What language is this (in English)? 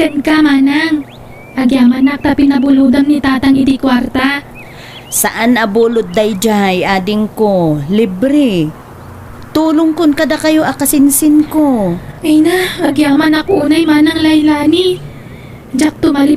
Iloko